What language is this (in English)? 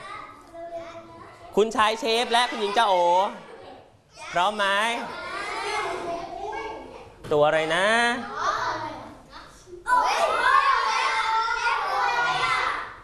Thai